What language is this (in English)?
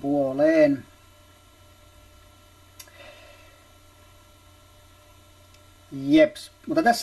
Finnish